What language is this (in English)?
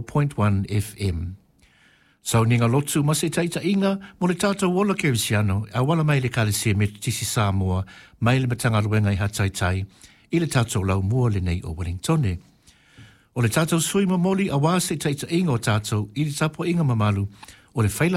Samoan